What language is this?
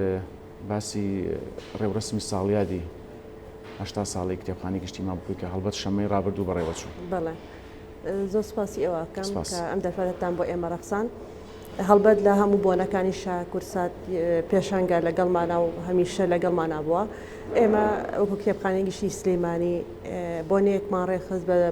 Central Kurdish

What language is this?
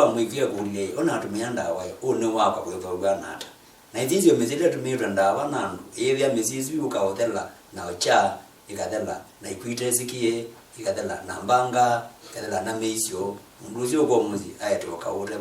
Kamba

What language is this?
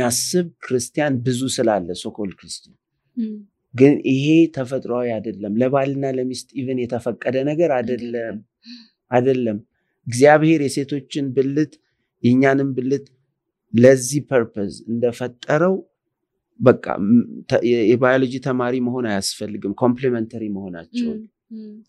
Amharic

